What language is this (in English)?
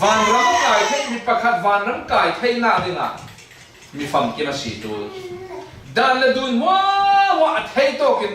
Falam Chin